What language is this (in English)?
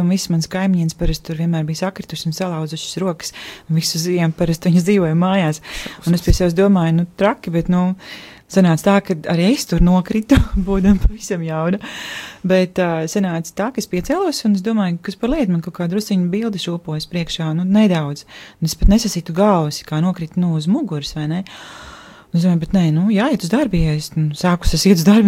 Latvian